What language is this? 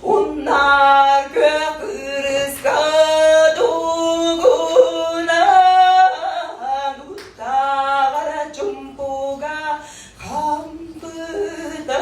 Yakut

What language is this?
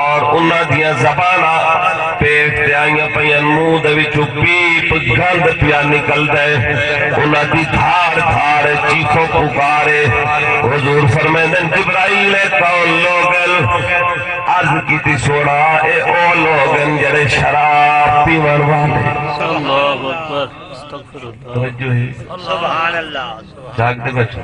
Saraiki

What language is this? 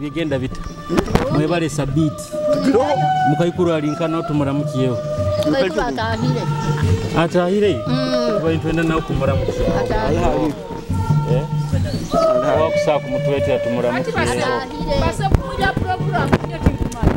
Nyoro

